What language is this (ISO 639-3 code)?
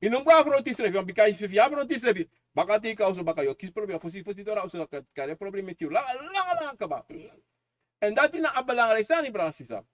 srn